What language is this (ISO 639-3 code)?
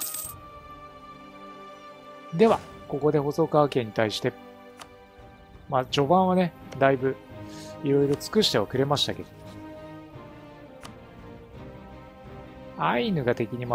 jpn